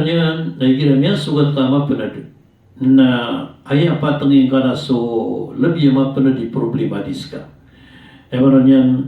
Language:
Maranao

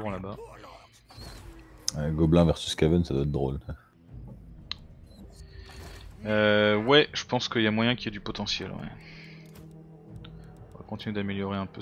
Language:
French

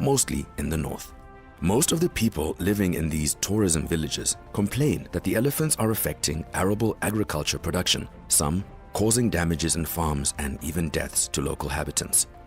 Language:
Tswana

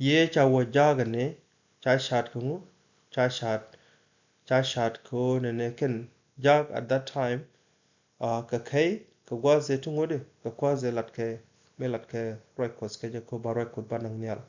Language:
Nuer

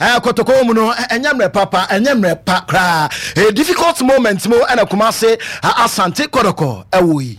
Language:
Akan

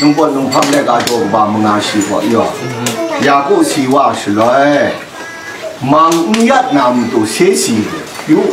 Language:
Kachin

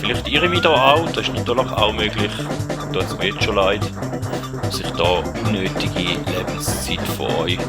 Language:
Swiss German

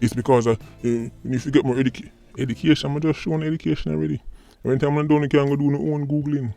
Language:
Jamaican Creole English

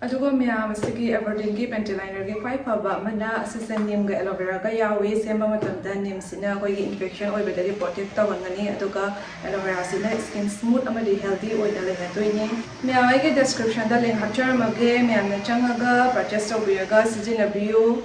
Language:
Manipuri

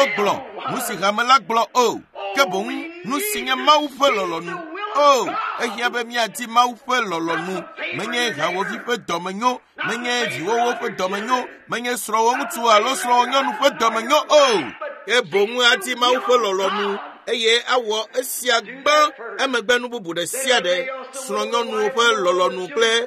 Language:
Ewe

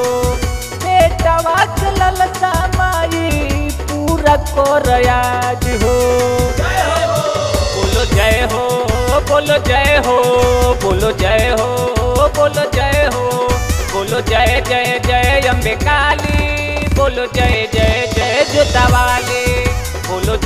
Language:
Bhojpuri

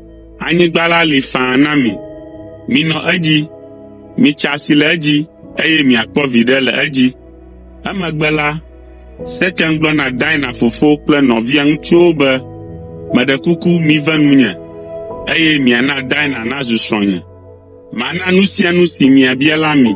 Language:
Ewe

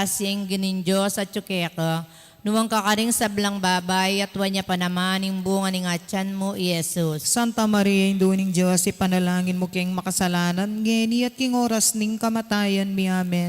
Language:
Pampanga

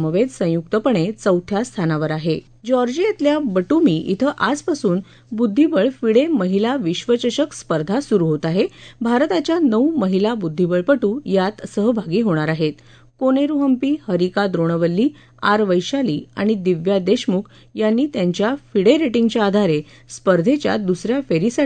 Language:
Marathi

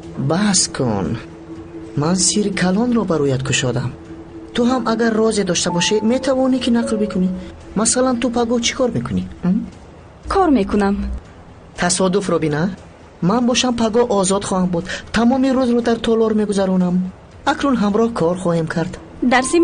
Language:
Tajik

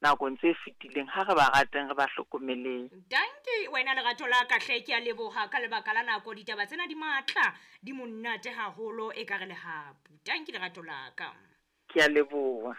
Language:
Southern Sotho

